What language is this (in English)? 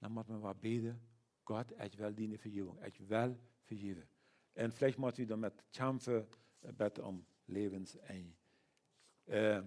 Plautdietsch